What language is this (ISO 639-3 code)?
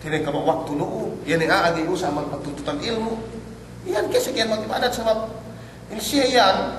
yka